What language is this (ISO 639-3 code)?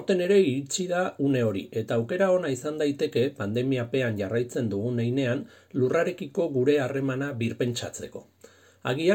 eus